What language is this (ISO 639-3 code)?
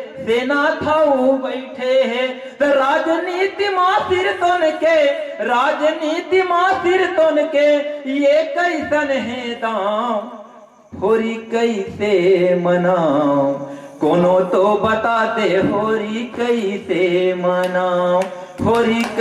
hne